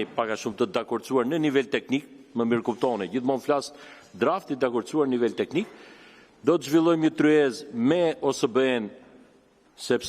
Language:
Albanian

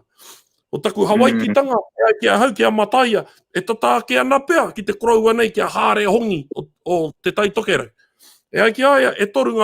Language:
Māori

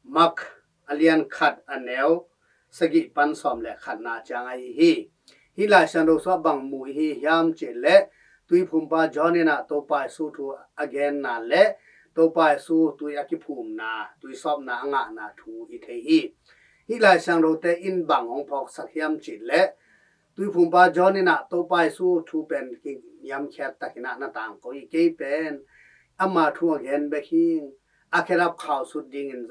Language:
Tedim Chin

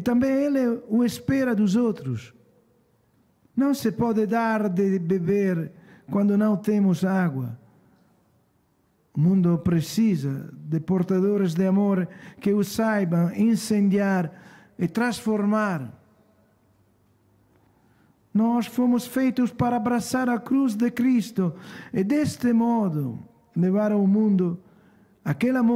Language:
Portuguese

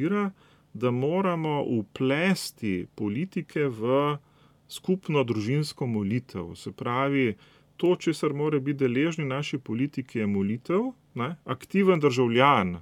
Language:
Slovenian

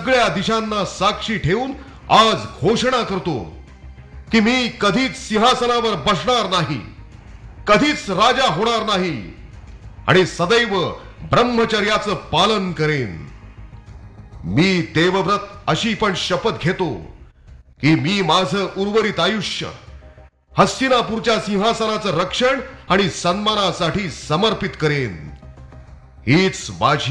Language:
Marathi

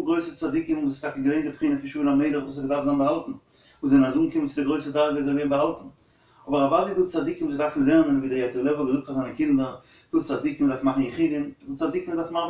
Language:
Yiddish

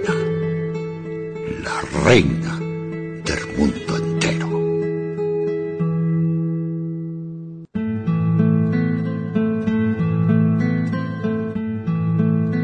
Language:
Spanish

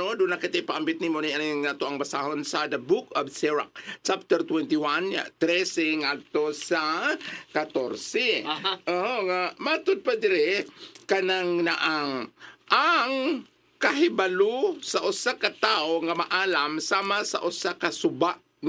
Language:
Cebuano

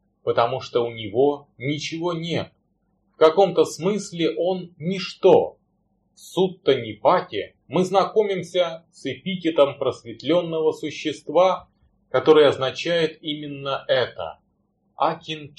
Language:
Russian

